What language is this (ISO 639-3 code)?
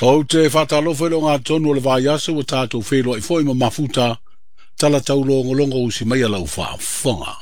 smo